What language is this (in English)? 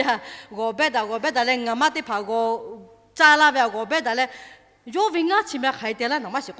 Lahu